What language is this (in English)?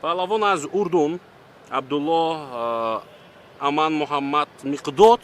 Tajik